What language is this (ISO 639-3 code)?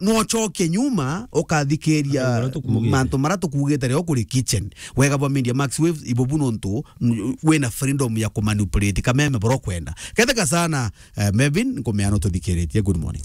mer